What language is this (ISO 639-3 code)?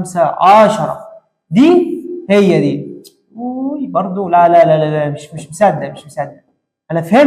arz